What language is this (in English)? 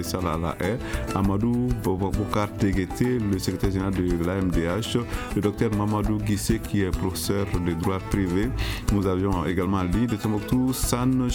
French